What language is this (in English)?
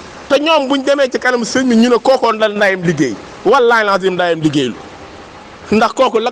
Wolof